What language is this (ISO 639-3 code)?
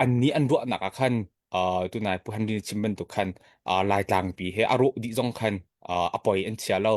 cnh